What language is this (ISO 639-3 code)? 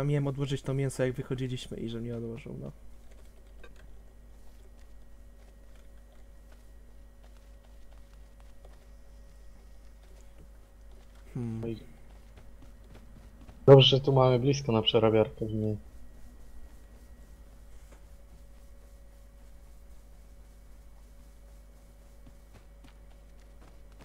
pol